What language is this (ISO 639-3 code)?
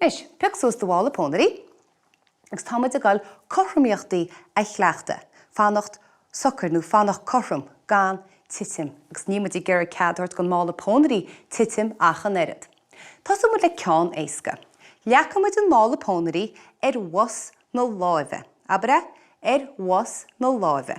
gle